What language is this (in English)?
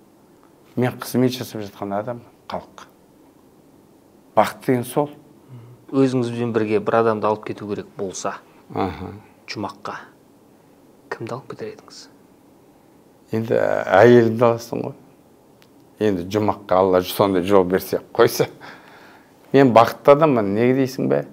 Kazakh